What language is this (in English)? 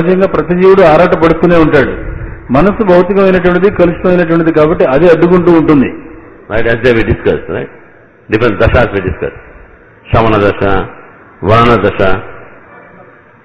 Telugu